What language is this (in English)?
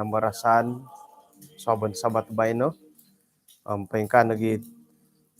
Central Dusun